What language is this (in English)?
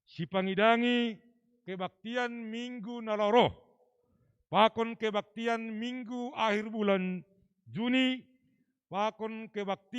Batak Simalungun